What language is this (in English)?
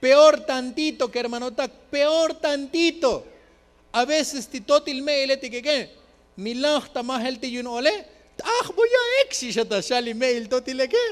Tzotzil